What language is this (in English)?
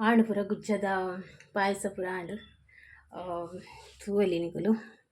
Tulu